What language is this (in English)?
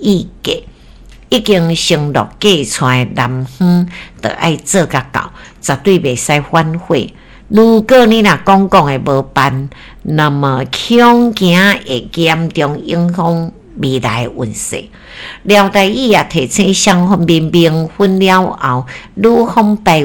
Min Nan Chinese